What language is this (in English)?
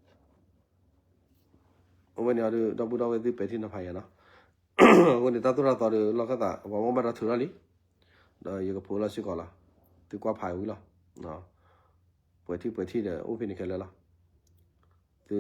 S'gaw Karen